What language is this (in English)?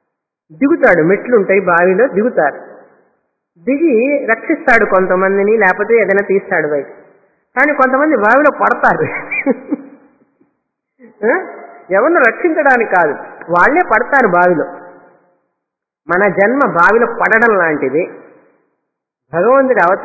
Telugu